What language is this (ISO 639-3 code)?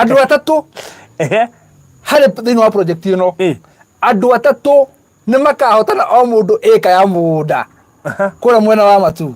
kik